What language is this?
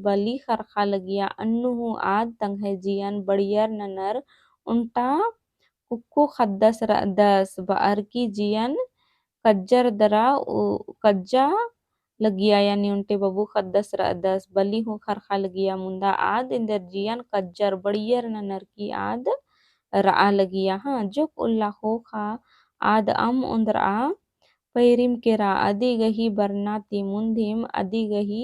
Kurukh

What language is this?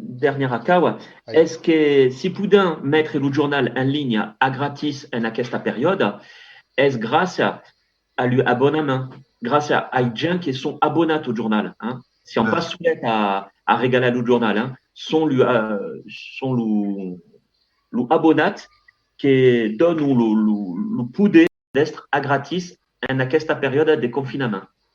Occitan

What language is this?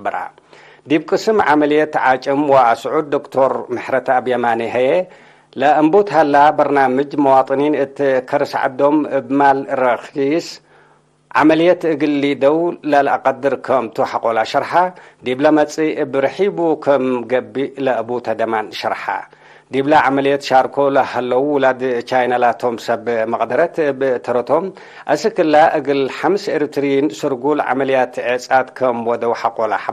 Tigre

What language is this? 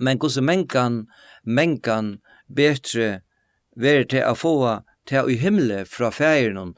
Faroese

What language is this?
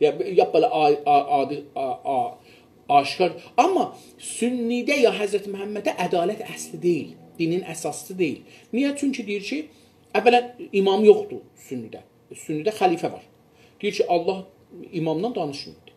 South Azerbaijani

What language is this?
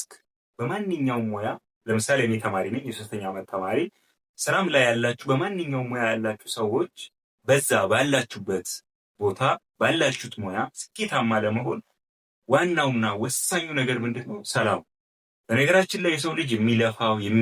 Amharic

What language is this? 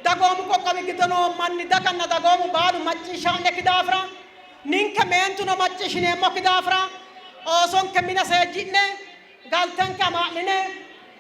Sidamo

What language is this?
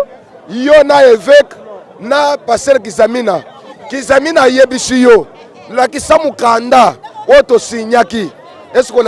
Lingala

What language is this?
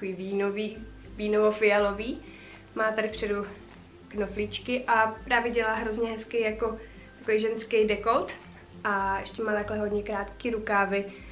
Czech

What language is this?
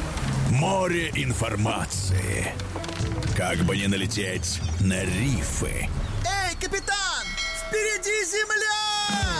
Russian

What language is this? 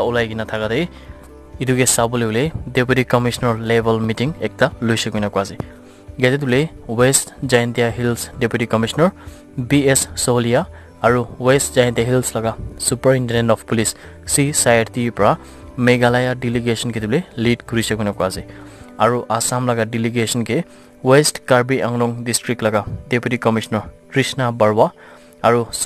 Naga Pidgin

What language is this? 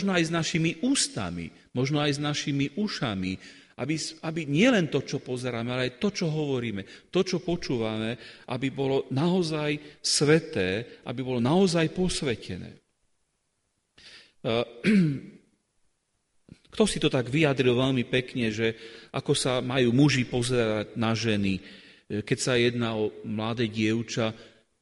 Slovak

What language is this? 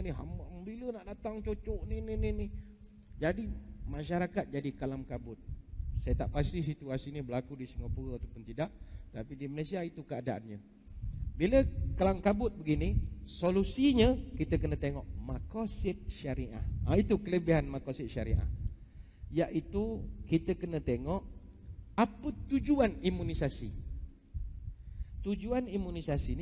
Malay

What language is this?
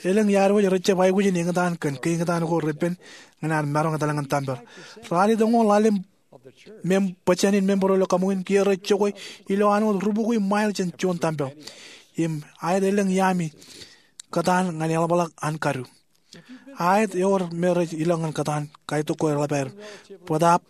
Marshallese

